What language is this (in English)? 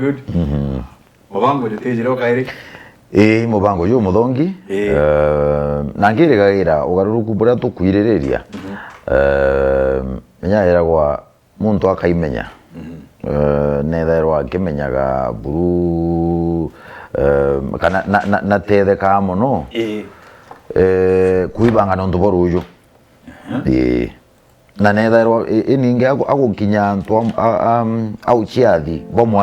Meru